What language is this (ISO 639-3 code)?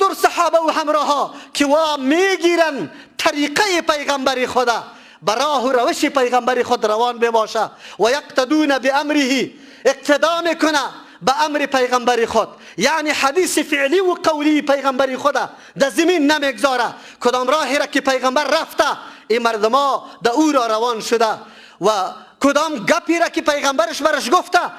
fas